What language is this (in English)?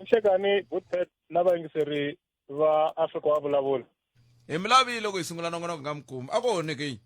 Tsonga